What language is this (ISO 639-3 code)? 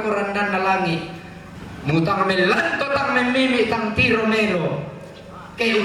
sda